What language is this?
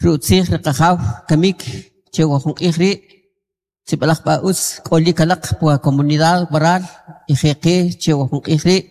Kʼicheʼ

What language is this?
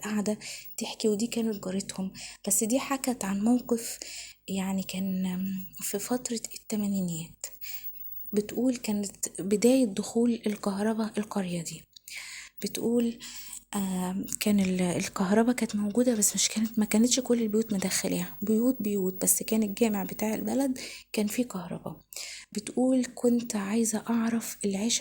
Egyptian Arabic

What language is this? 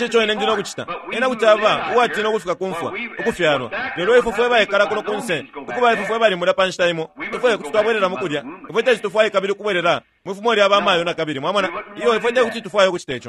Bemba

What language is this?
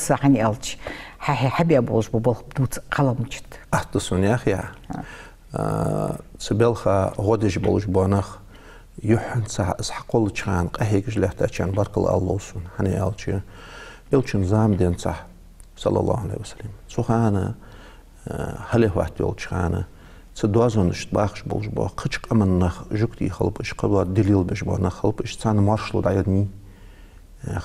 Ingush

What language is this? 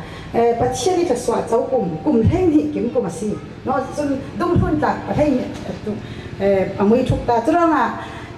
Falam Chin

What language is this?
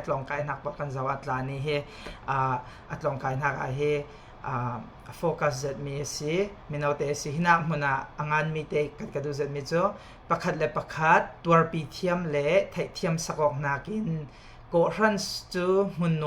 Falam Chin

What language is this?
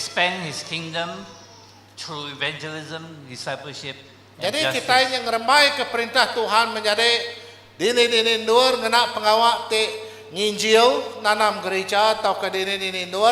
Iban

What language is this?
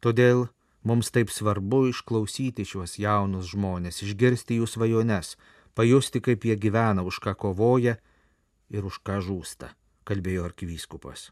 Lithuanian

